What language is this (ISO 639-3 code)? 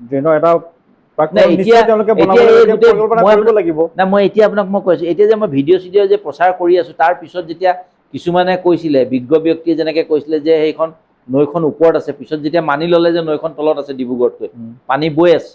asm